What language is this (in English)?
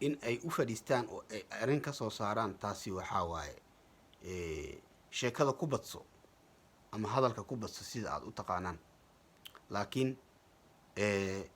Somali